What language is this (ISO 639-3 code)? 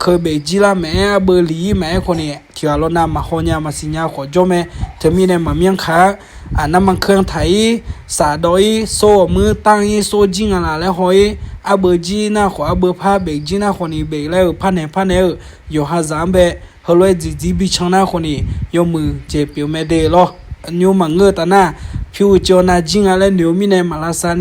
ahk